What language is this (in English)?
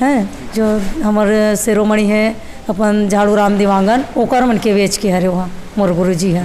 Chhattisgarhi